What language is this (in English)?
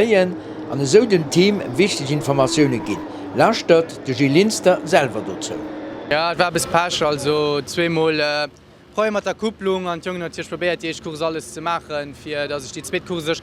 Luxembourgish